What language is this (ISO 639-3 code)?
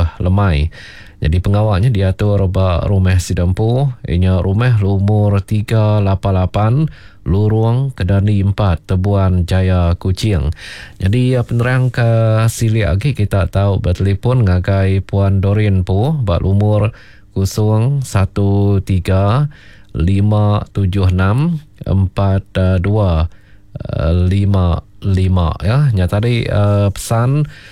iba